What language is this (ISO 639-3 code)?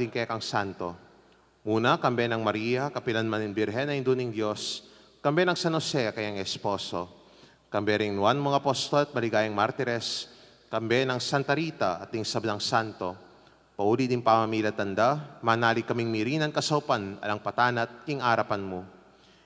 pam